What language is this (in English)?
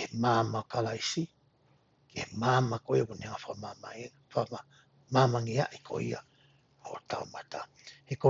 Tongan